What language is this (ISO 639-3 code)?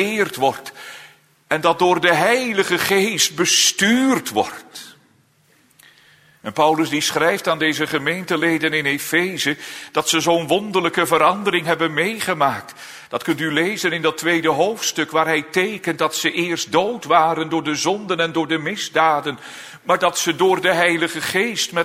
nld